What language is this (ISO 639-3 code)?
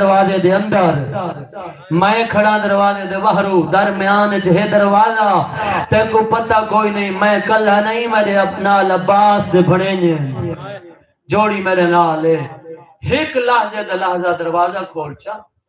skr